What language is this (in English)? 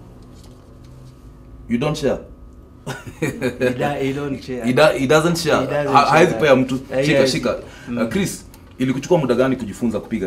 Swahili